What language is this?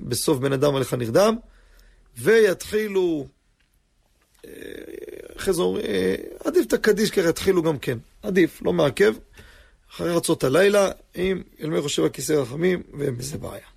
Hebrew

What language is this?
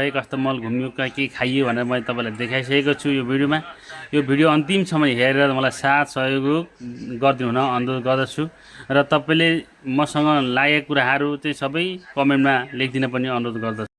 Nepali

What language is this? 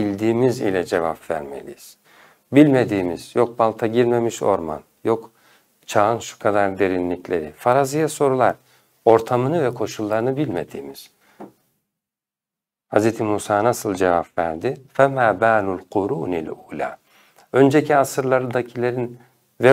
Turkish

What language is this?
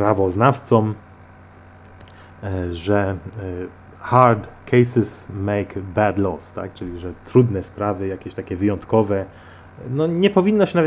Polish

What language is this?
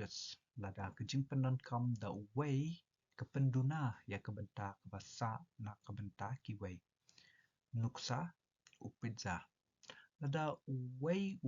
Khasi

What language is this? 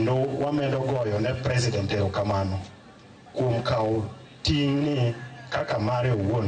Luo (Kenya and Tanzania)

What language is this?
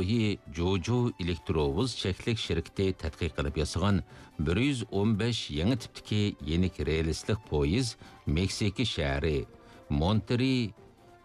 Uyghur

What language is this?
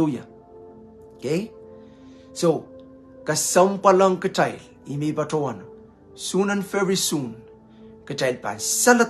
Pohnpeian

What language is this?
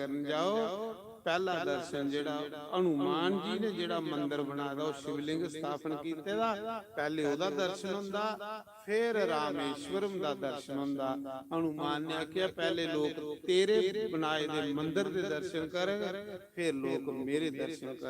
Dogri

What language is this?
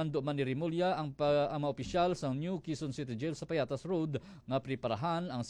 Hiligaynon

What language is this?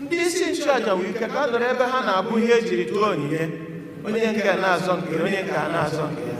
Igbo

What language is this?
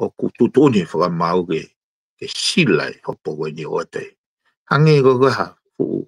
Tongan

